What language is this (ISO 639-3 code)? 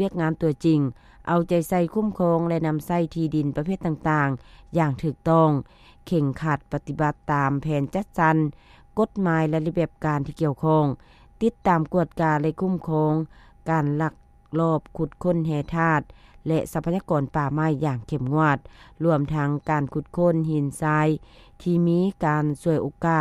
lao